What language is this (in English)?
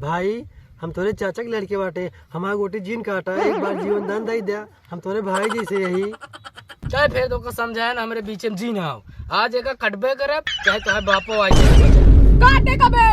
Awadhi